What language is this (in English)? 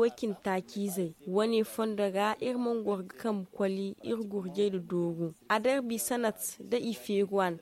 Zarma